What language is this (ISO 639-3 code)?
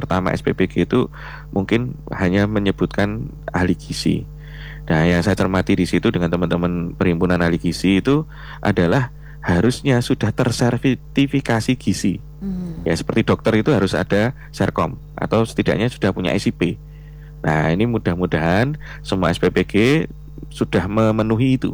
ind